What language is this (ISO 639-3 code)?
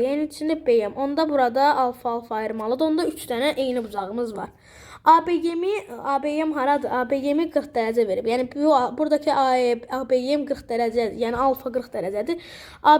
aze